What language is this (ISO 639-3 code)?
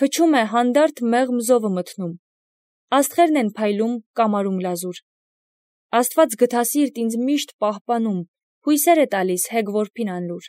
hye